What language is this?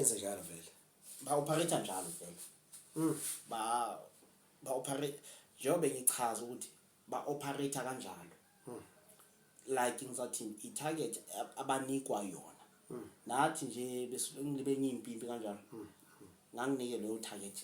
Zulu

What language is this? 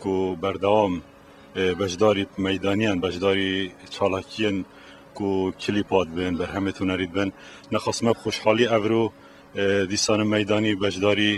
Kurdish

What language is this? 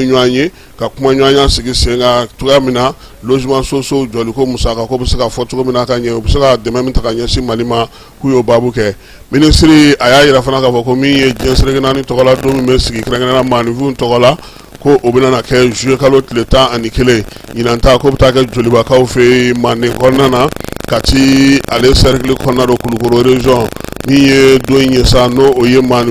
Bambara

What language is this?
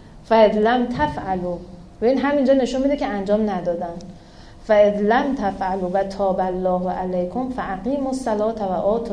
Persian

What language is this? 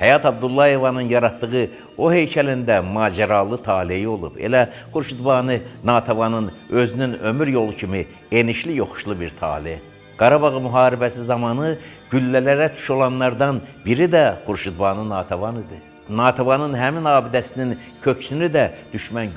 Azerbaijani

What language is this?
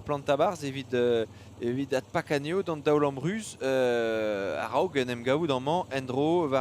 Breton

